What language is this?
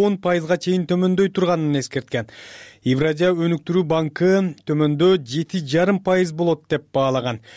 Kyrgyz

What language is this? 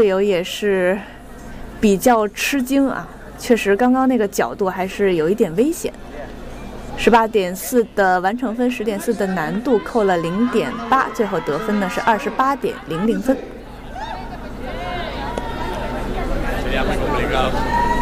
Chinese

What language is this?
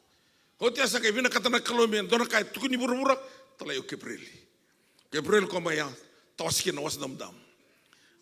Fijian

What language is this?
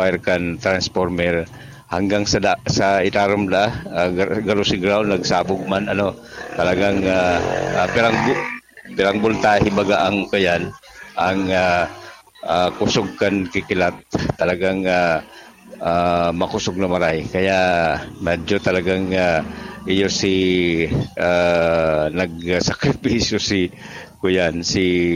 Bikol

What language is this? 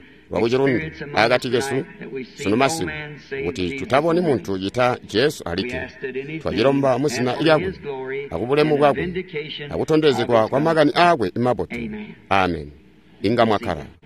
Tonga (Zambia)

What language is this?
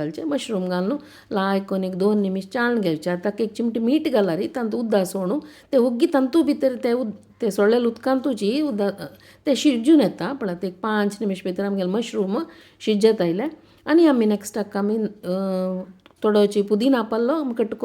Konkani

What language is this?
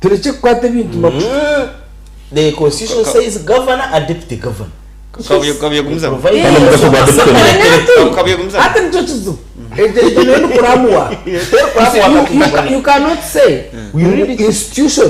Nyankole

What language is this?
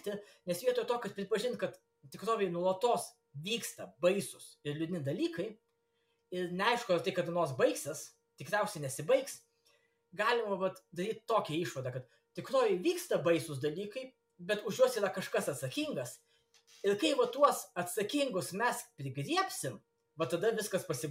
Lithuanian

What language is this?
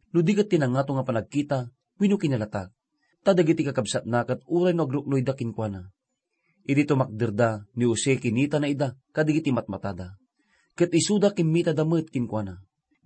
Iloko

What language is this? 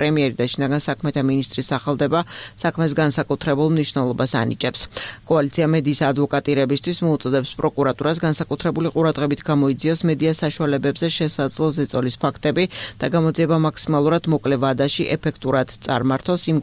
Georgian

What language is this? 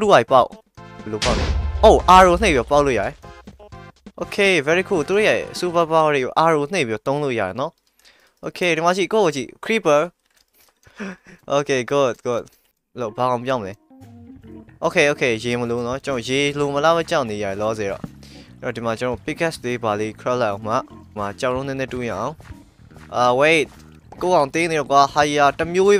Burmese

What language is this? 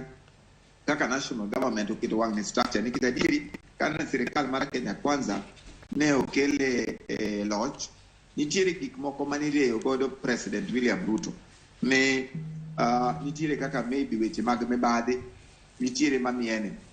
Luo (Kenya and Tanzania)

